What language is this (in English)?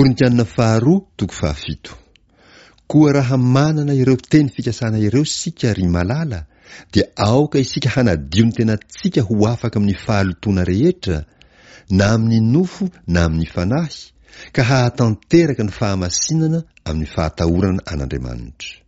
Malagasy